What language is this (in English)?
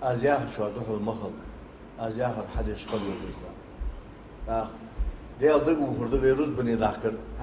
Ingush